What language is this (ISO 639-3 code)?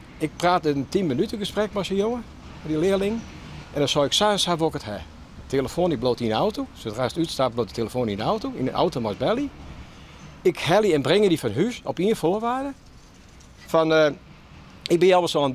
fry